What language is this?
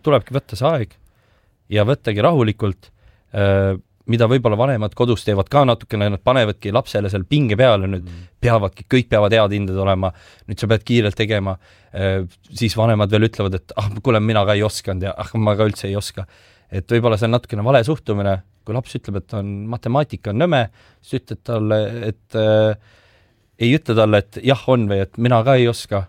Estonian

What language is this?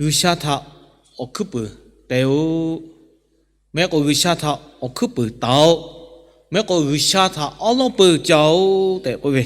Lahu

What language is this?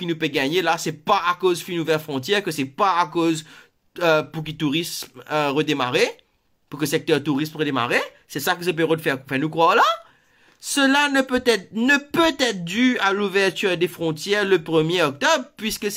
Morisyen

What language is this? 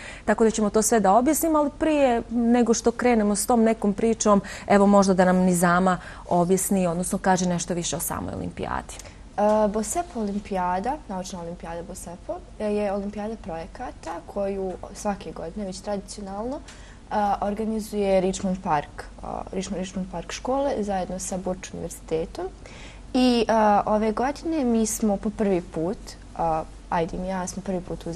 Bosnian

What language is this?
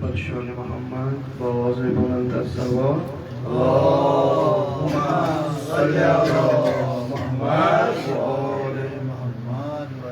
Kashmiri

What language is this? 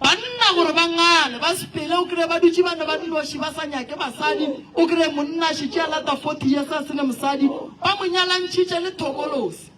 Northern Sotho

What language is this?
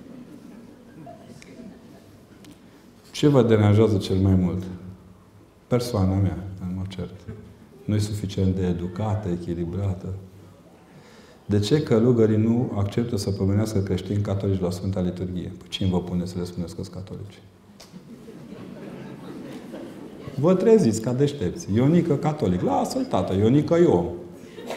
Romanian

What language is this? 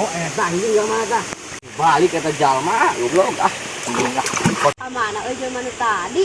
Sundanese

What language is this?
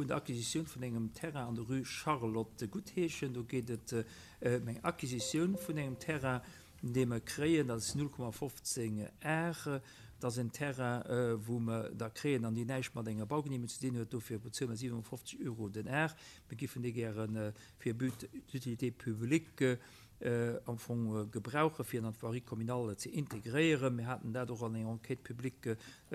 Luxembourgish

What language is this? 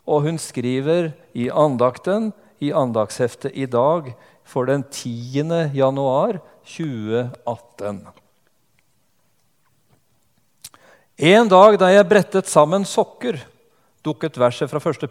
Norwegian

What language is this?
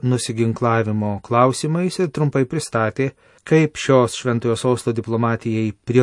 Lithuanian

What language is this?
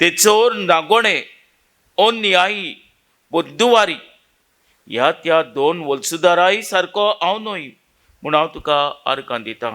Konkani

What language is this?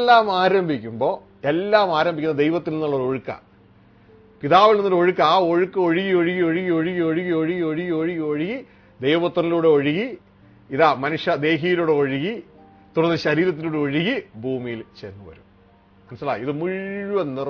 Malayalam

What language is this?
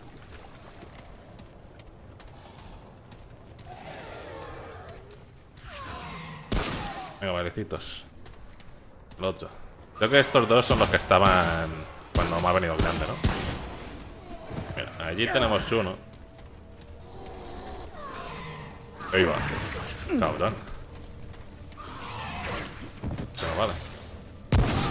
Spanish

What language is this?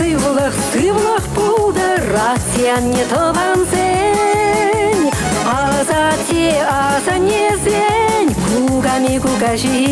Chuvash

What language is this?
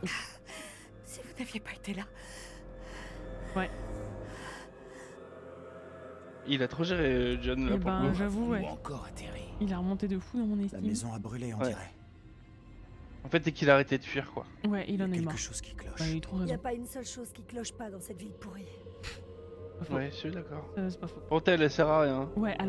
French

